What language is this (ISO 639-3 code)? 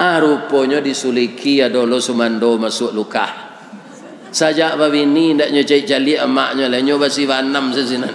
min